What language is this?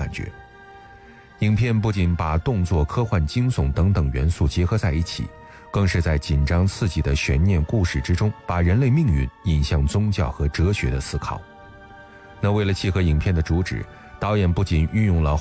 Chinese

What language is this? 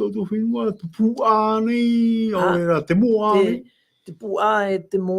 Tahitian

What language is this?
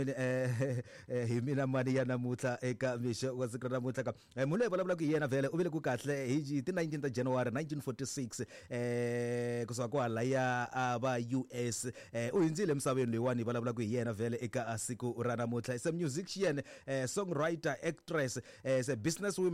Tsonga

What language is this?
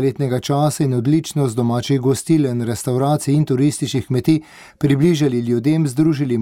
Slovenian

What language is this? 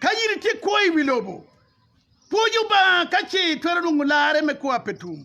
Acoli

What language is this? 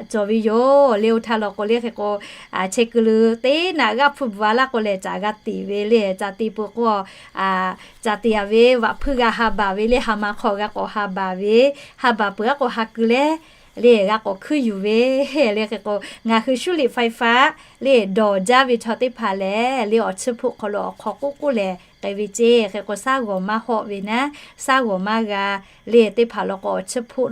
Lahu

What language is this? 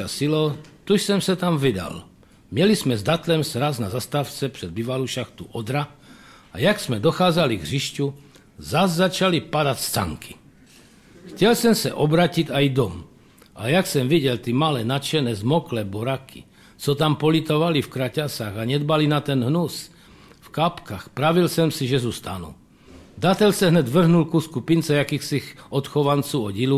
Czech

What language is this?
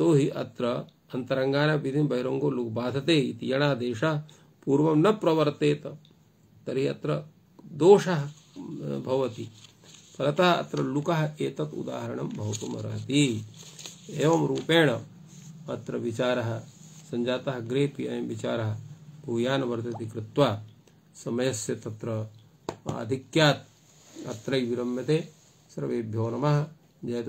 Sanskrit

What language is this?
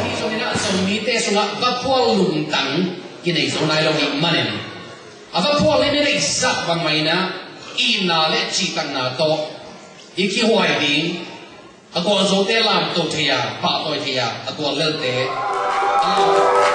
Tedim Chin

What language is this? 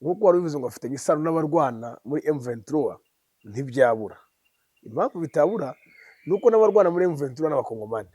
Kinyarwanda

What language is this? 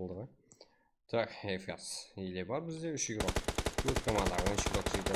Kara-Kalpak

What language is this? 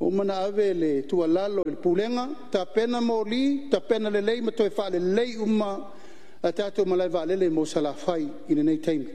Samoan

